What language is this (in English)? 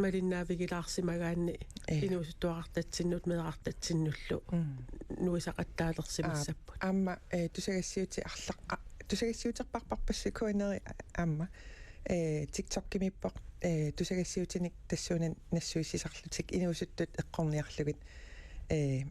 Kalaallisut